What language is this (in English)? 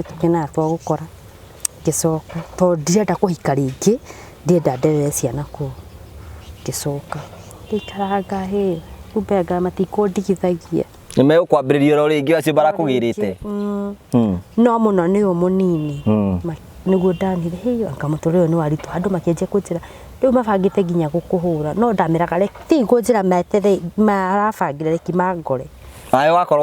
Kikuyu